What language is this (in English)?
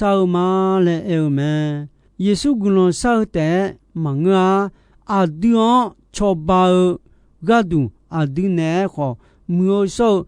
Akha